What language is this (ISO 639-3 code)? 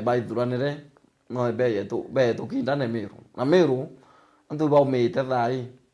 mer